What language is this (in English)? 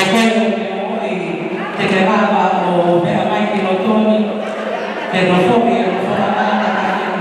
Tongan